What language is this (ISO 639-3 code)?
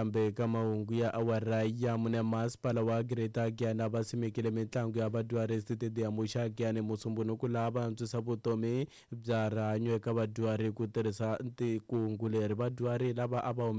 tso